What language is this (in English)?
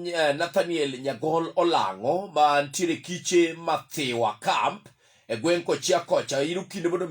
Luo (Kenya and Tanzania)